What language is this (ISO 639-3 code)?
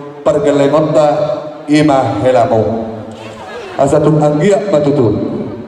bbc